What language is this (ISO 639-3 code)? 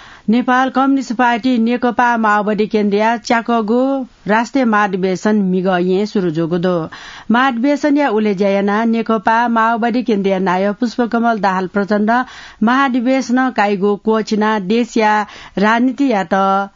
new